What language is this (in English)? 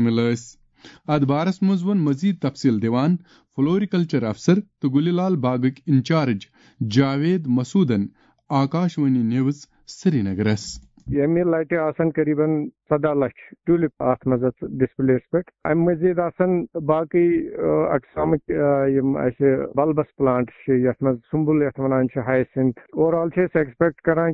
Kashmiri